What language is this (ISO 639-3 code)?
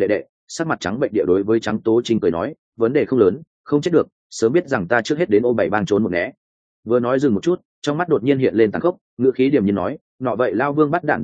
vie